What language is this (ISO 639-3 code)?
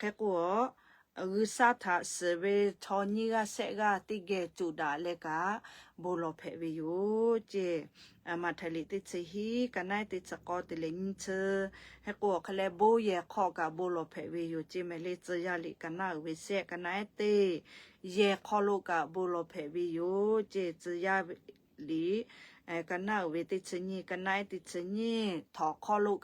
lhu